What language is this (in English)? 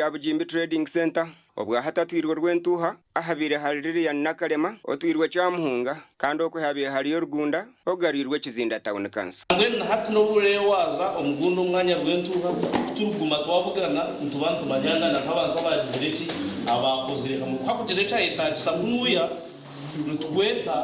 Nyankole